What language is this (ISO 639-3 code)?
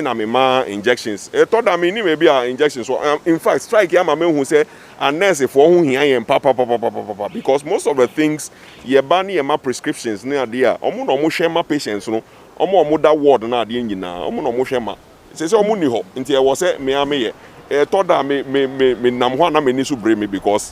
aka